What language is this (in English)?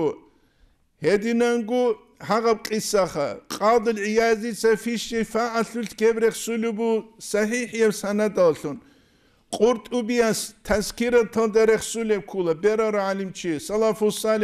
Avaric